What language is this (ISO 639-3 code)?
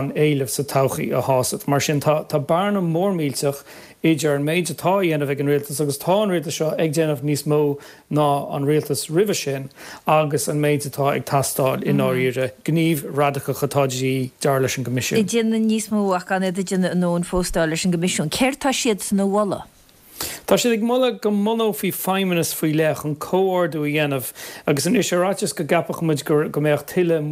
gle